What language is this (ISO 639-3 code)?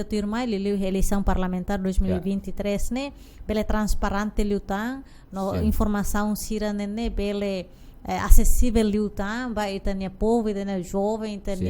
tet